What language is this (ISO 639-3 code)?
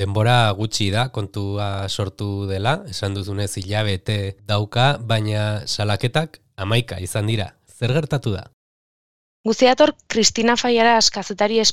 eus